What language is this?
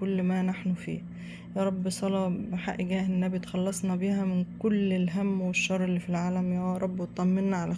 Egyptian Arabic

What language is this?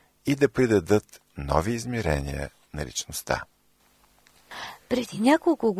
Bulgarian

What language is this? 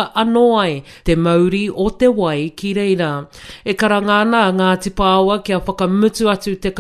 Māori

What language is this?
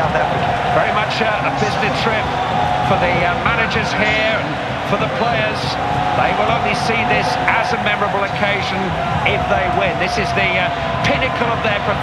English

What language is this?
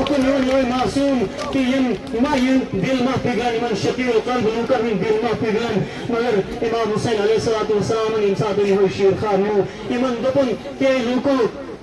Kashmiri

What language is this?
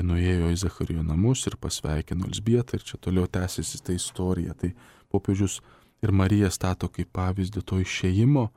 Lithuanian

